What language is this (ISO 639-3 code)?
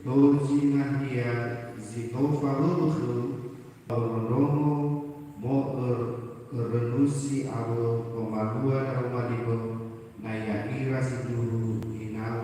nia